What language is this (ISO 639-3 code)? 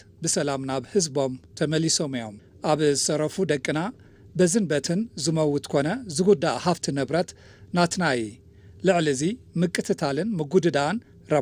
tir